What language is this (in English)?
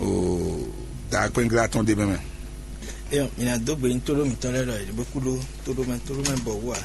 Fon